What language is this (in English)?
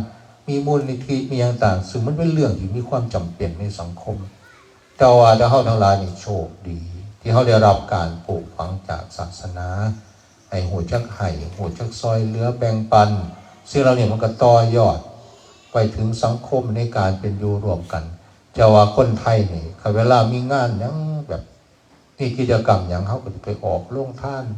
Northeastern Thai